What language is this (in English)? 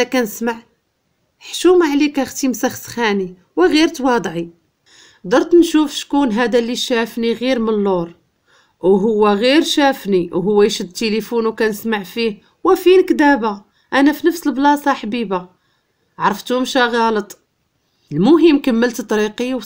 Moroccan Arabic